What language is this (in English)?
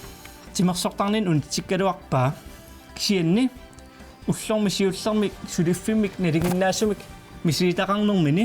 Kalaallisut